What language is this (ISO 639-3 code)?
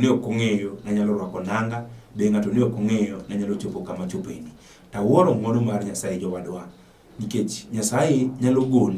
luo